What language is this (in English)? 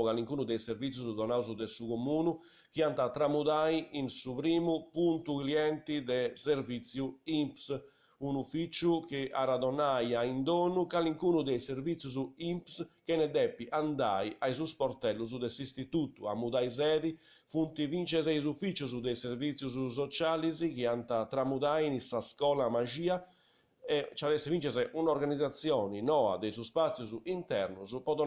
Sardinian